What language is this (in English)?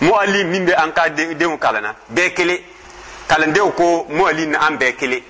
Dyula